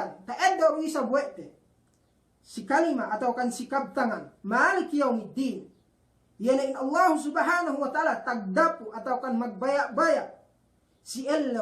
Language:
Yakan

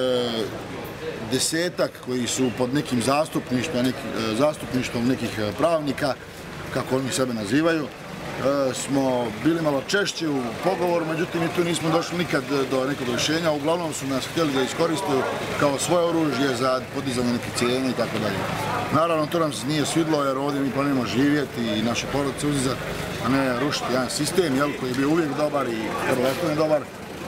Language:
Bosnian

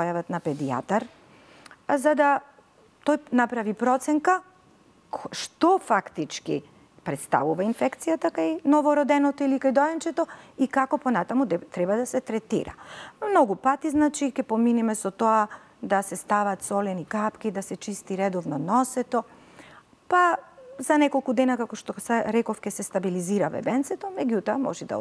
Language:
Macedonian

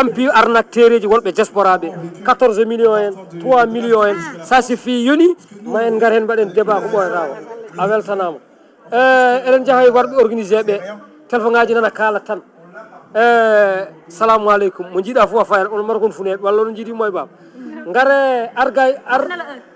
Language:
Fula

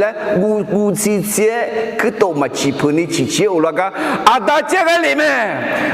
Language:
Akha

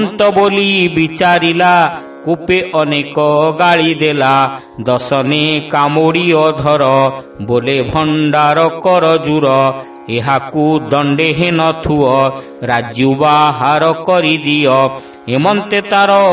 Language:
Odia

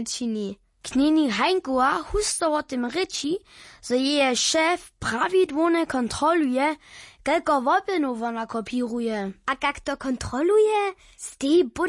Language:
Upper Sorbian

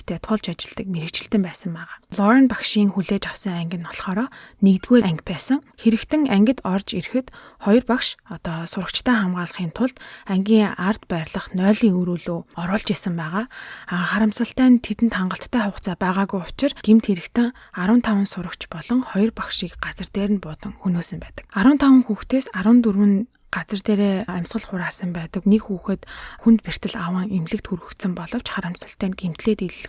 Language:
Mongolian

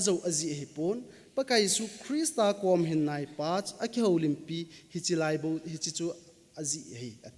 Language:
Thado Chin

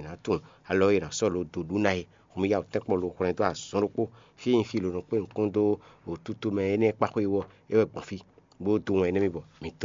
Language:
Fon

